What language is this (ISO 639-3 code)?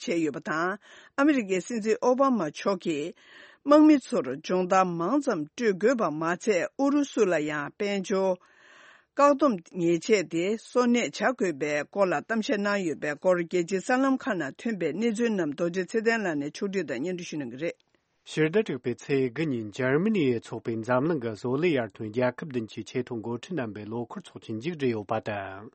bod